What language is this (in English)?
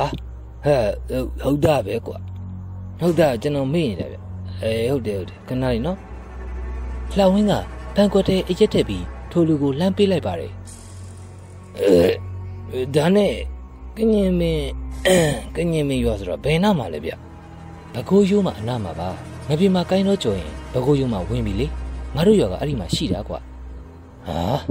Burmese